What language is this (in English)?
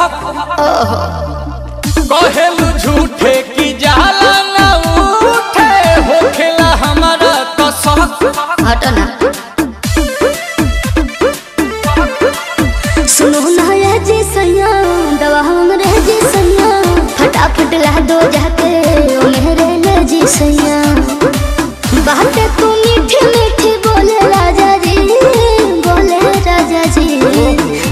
Bhojpuri